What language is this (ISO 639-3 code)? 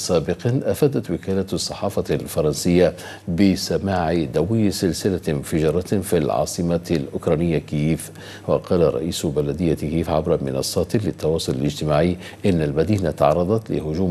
ara